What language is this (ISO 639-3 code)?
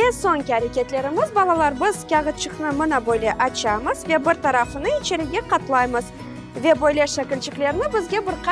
crh